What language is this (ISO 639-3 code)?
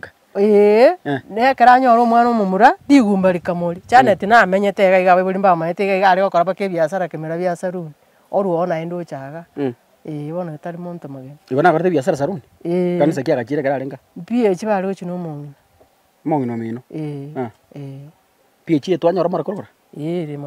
guz